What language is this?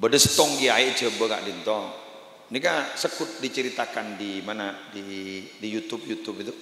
Madurese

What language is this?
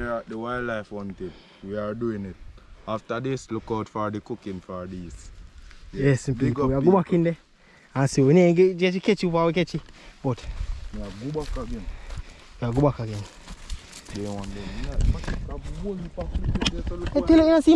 Jamaican Creole English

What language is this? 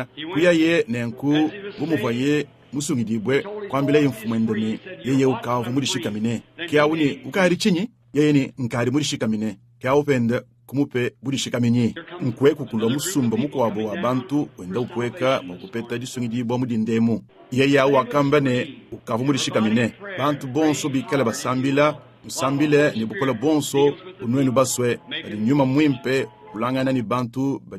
Luba-Lulua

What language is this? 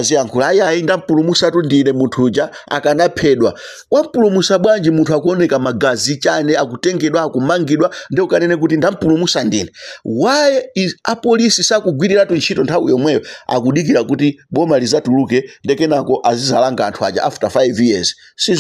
Nyanja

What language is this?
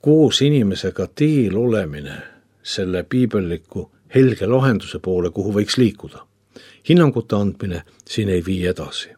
Estonian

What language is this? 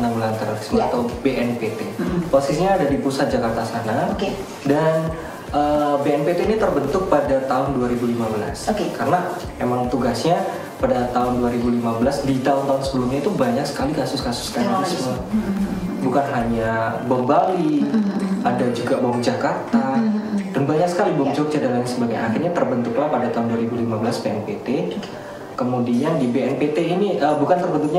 Indonesian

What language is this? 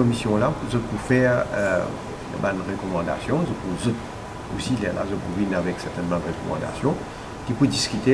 Morisyen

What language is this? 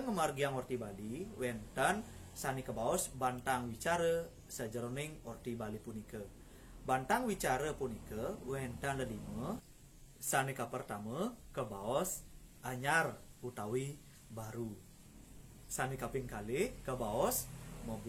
Balinese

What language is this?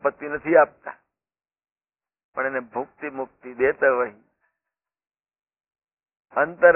Gujarati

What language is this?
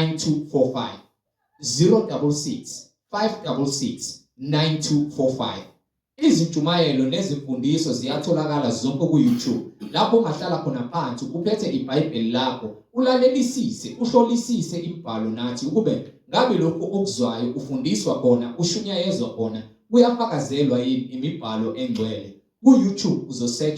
Zulu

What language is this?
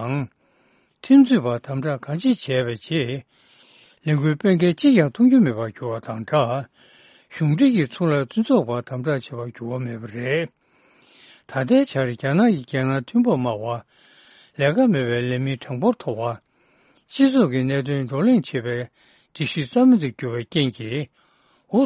Tibetan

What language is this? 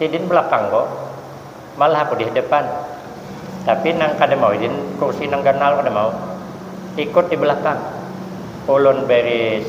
Banjar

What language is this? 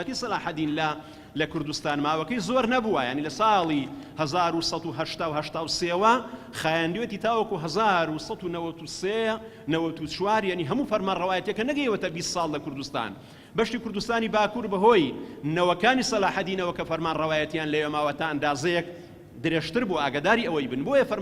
Central Kurdish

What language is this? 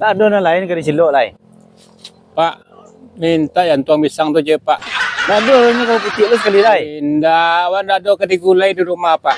Minangkabau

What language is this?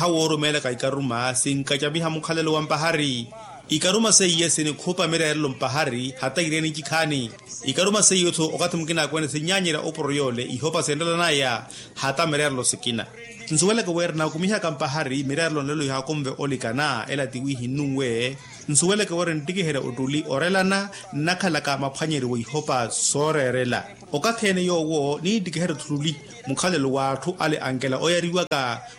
Makhuwa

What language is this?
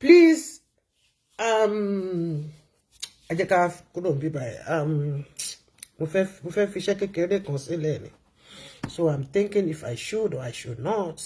Yoruba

